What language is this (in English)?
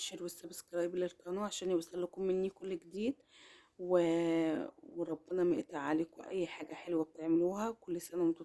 Egyptian Arabic